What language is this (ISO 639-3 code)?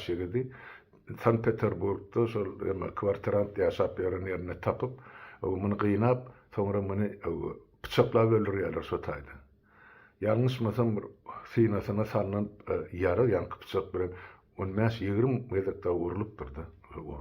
tuk